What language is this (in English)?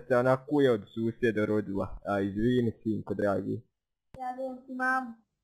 Bosnian